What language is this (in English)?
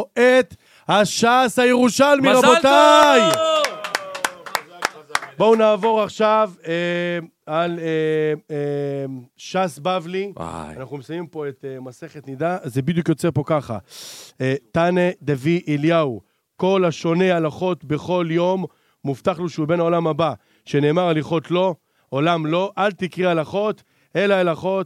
Hebrew